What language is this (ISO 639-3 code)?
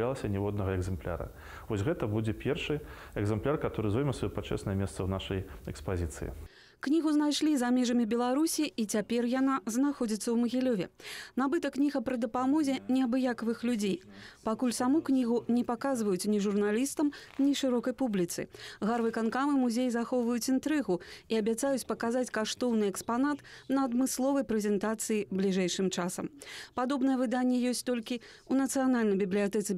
bel